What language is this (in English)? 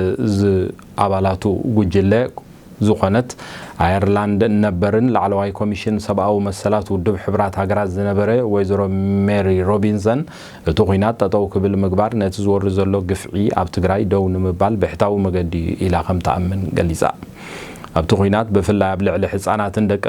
Tigrinya